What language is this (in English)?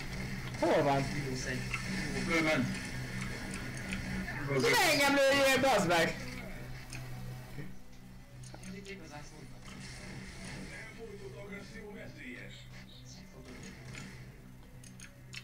Hungarian